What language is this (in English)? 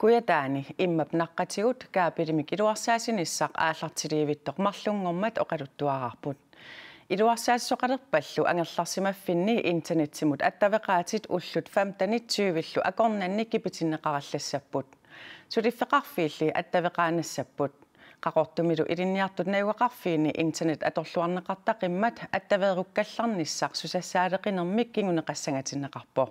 Kalaallisut